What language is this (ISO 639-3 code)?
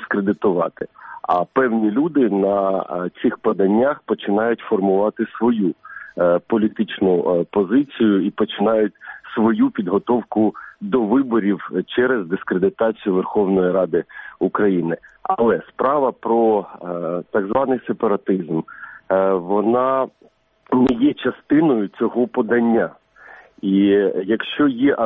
ukr